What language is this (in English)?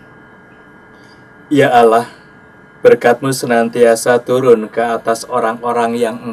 Indonesian